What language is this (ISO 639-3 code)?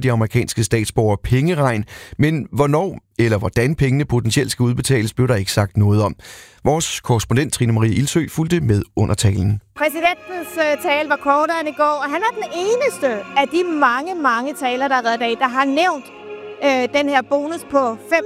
dan